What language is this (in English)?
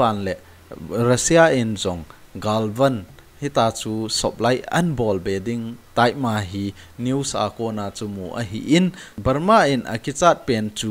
Thado Chin